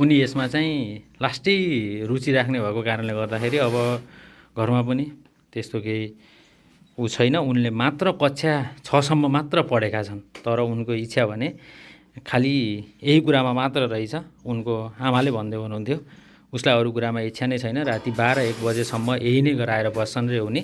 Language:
Nepali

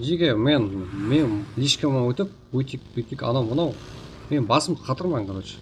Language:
Kara-Kalpak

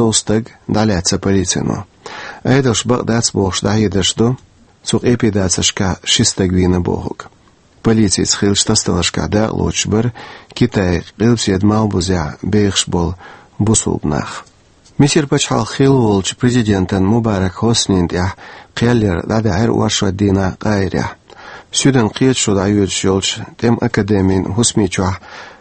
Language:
Chechen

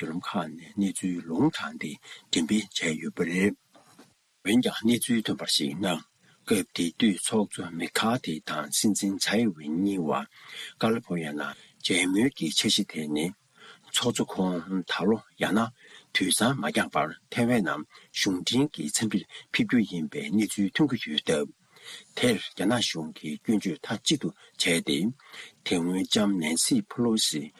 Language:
Tibetan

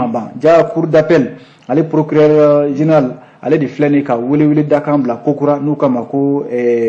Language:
Bambara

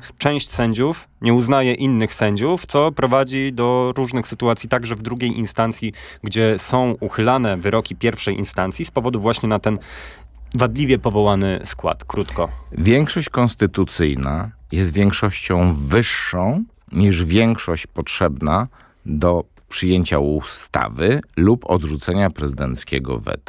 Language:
Polish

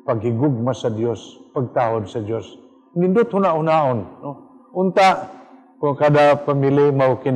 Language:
Cebuano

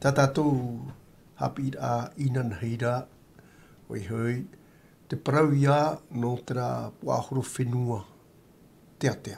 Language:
Tahitian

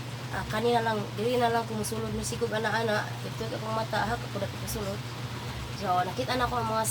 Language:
Cebuano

